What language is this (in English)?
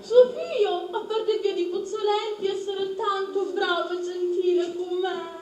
Sicilian